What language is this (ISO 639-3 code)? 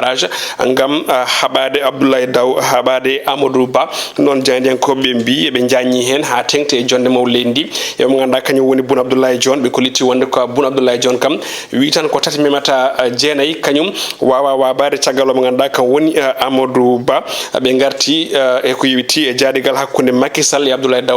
ful